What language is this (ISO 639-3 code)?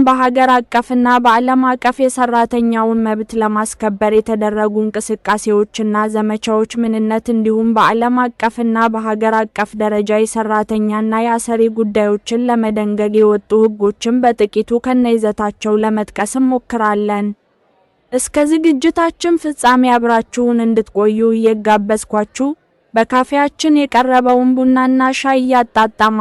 amh